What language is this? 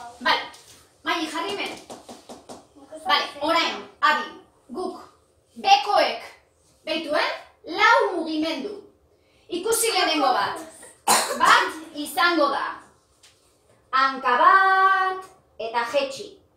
Basque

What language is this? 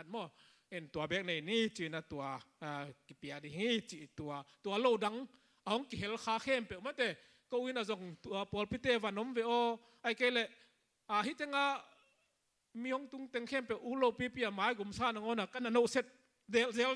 Tedim Chin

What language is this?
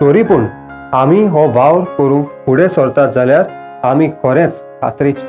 Konkani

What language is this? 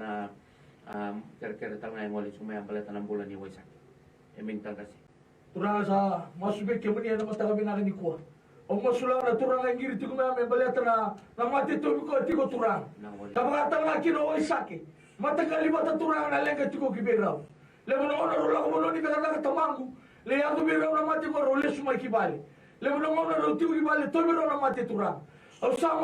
Fijian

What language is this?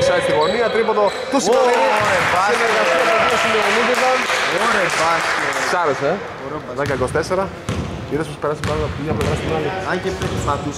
Greek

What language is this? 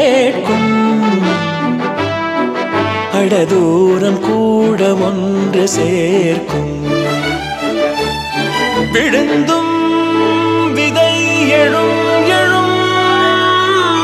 Tamil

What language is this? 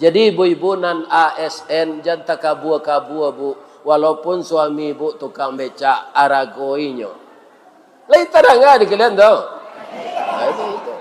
Minangkabau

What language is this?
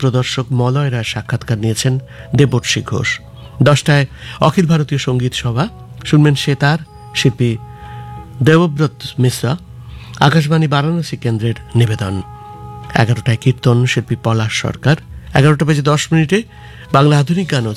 Bangla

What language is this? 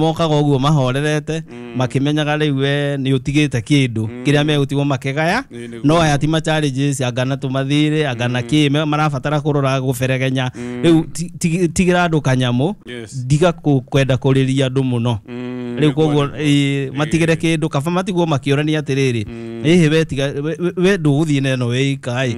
Kikuyu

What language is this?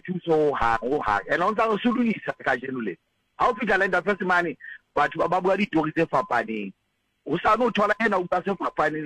Southern Sotho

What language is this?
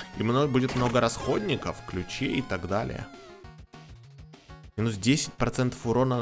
Russian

